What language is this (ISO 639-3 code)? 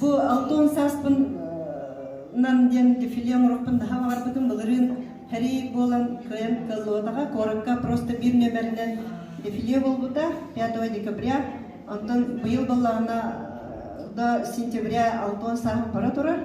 sah